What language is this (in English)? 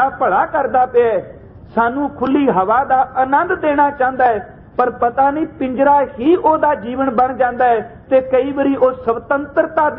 Punjabi